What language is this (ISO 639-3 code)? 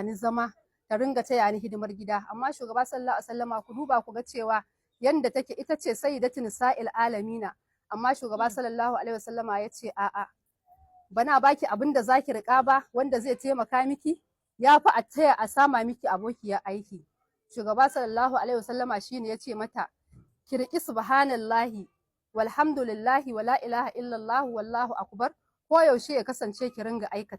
hau